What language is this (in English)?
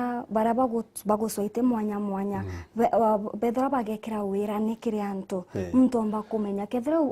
Meru